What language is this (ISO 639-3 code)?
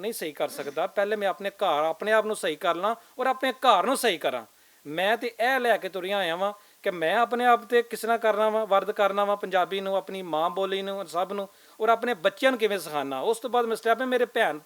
lah